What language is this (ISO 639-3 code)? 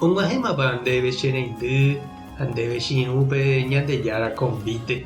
grn